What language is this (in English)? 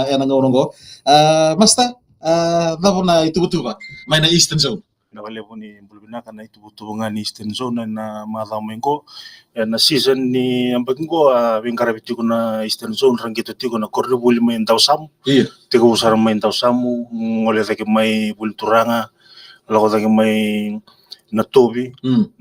Fijian